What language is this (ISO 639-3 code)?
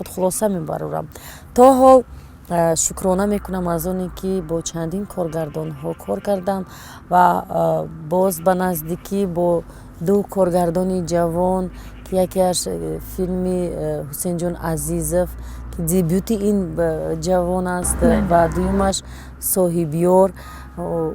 tgk